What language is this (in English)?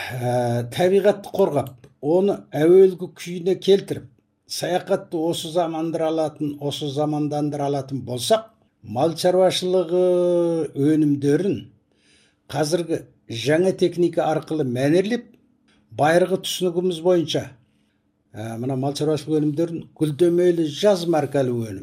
Kazakh